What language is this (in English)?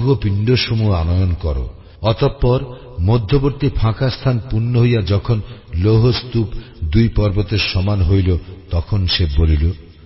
Bangla